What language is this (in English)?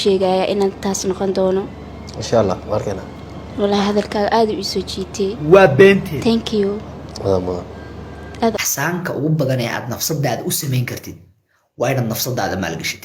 Somali